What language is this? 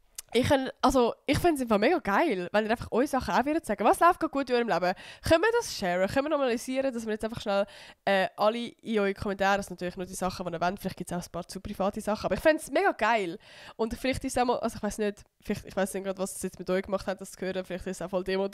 Swiss German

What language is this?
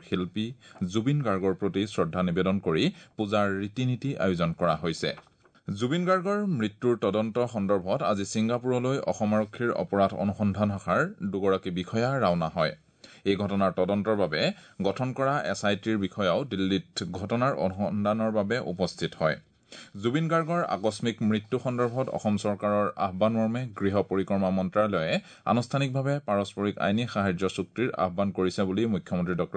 Assamese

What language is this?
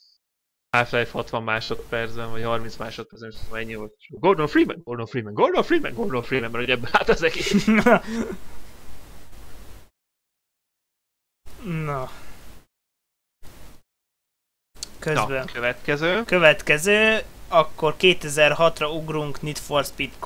Hungarian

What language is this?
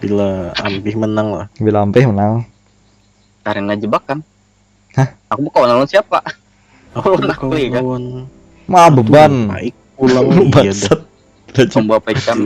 Banjar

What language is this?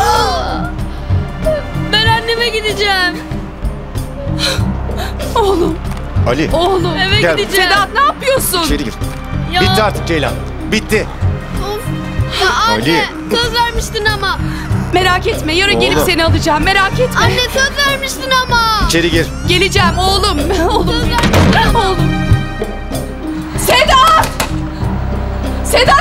Turkish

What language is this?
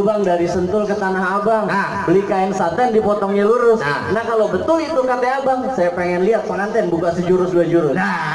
Betawi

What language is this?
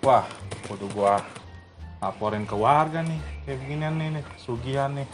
Betawi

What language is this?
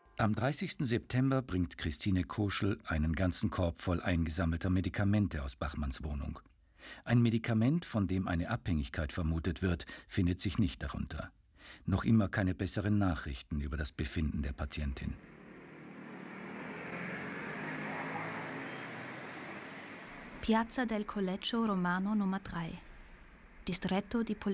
German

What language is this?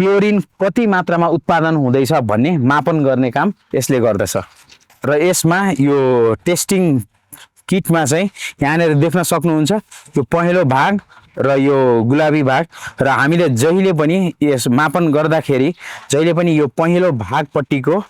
Nepali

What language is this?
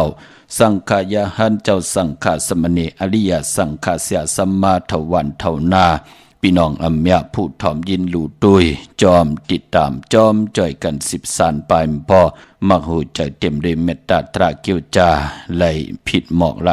Shan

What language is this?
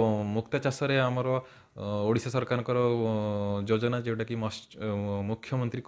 Odia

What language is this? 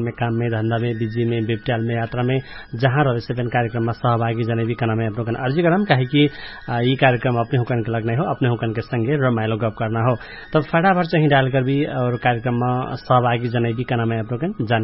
Dangaura Tharu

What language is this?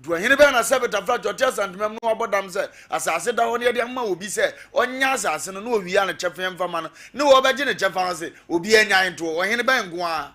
Akan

